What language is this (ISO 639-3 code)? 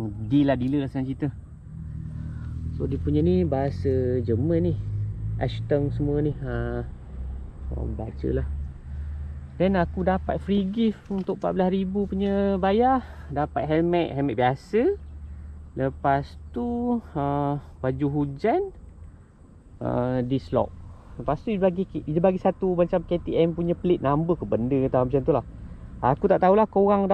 msa